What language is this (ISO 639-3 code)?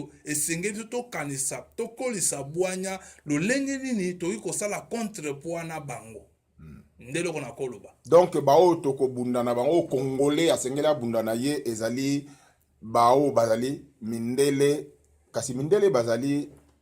lin